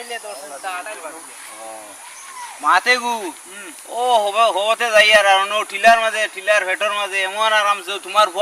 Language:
Sylheti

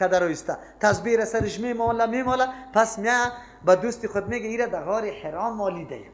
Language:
Persian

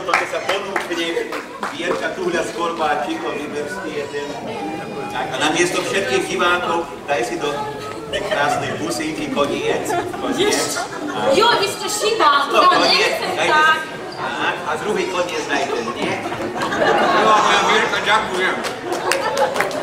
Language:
Slovak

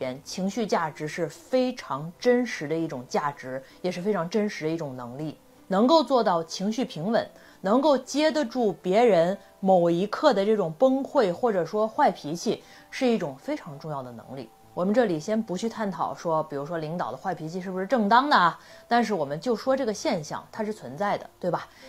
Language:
Chinese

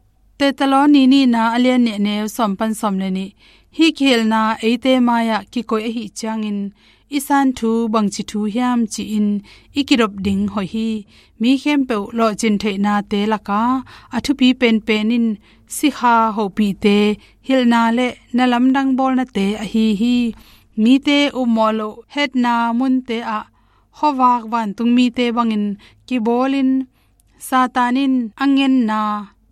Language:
Tedim Chin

